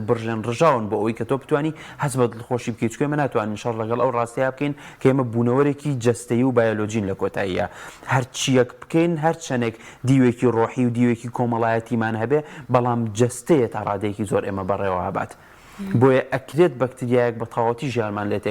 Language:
Central Kurdish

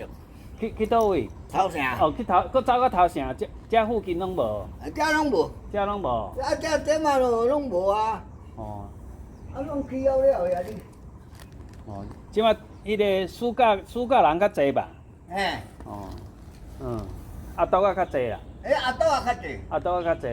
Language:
Min Nan Chinese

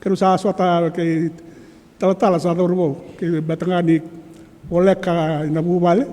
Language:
Fijian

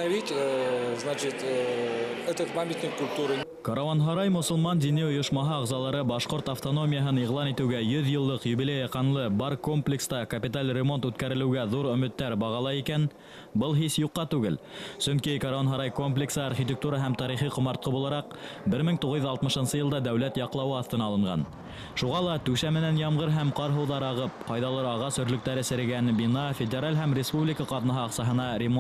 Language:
Bashkir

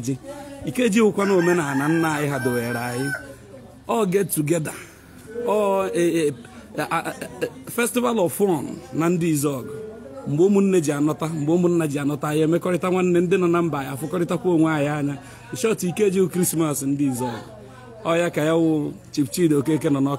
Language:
Igbo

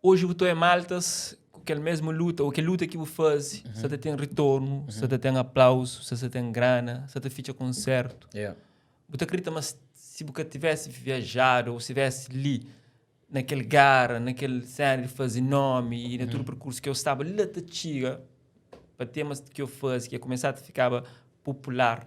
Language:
Kabuverdianu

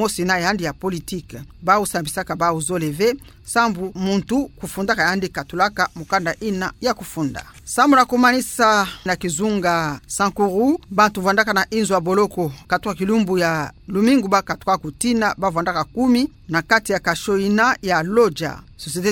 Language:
Kituba (Democratic Republic of Congo)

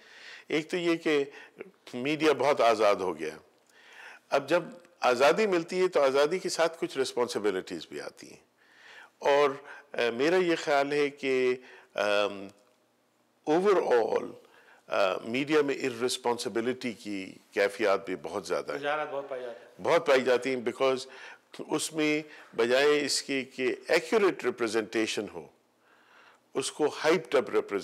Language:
Urdu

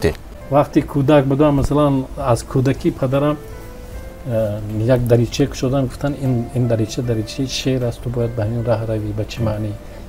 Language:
Tajik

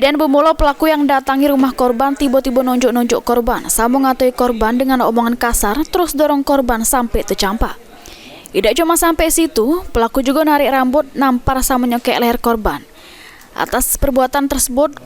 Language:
Musi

